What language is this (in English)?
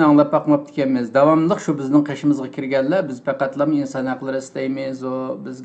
Uyghur